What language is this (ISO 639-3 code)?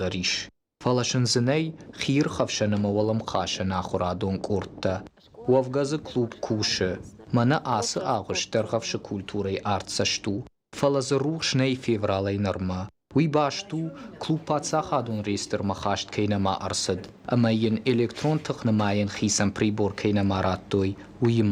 oss